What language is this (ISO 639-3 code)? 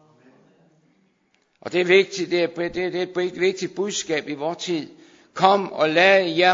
dan